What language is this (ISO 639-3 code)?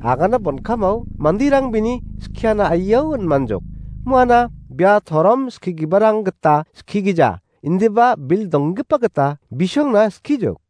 grt